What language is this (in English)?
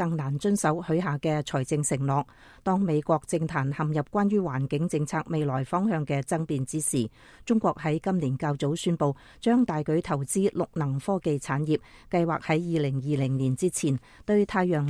Cantonese